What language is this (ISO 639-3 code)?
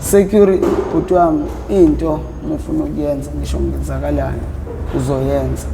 zul